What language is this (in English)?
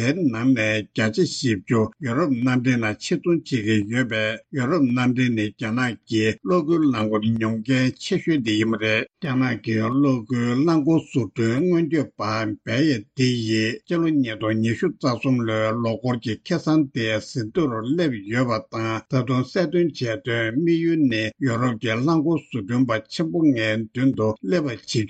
Tibetan